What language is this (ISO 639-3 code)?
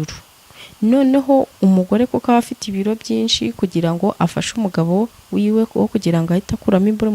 kin